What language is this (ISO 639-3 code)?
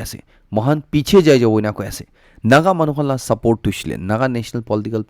nag